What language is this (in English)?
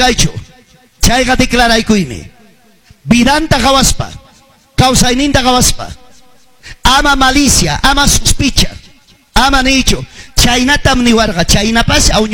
Ayacucho Quechua